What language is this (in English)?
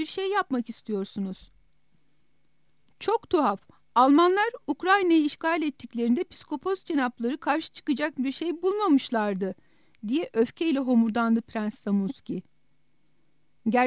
Turkish